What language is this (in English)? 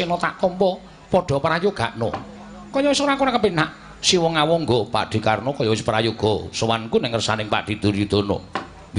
Javanese